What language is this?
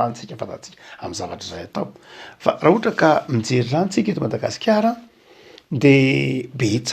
Malagasy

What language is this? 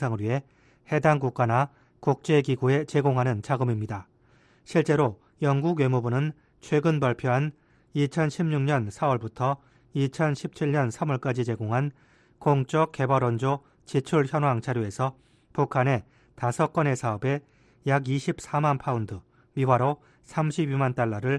Korean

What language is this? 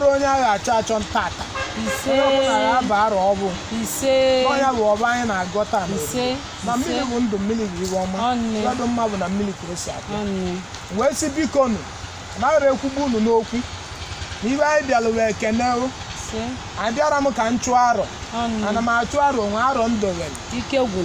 Igbo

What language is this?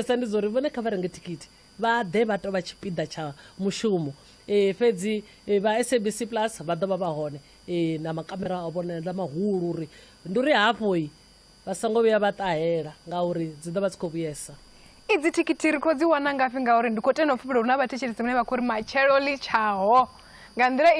Venda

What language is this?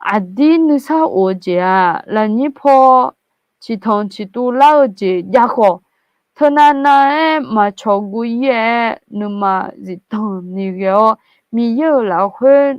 Akha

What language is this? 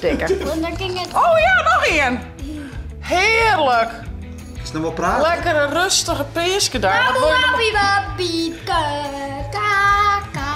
Western Frisian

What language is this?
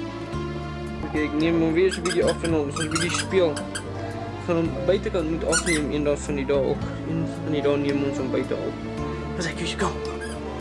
Afrikaans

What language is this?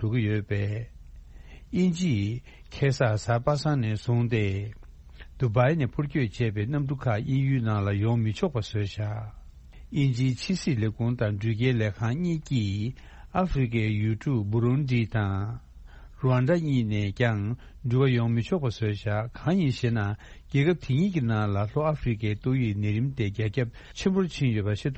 Tibetan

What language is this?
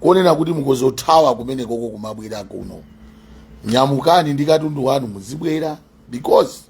Nyanja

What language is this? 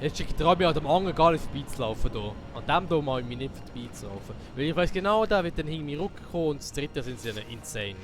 Swiss German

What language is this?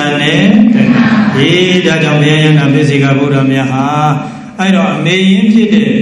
Burmese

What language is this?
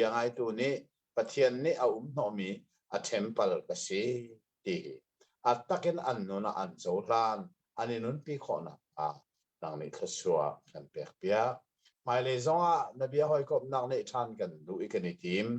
Hakha Chin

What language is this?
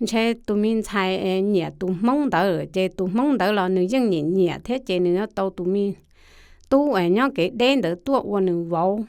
Hmong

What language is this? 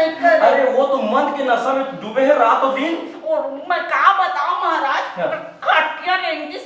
Chhattisgarhi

